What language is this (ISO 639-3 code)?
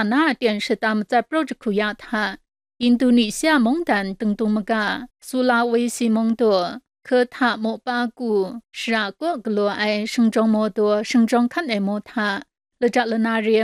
kac